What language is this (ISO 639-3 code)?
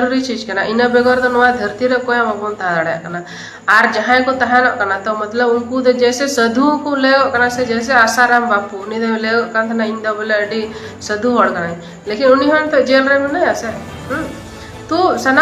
sat